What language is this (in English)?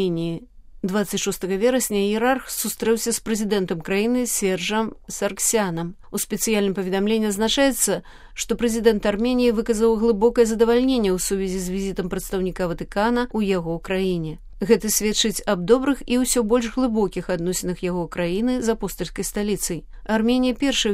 Belarusian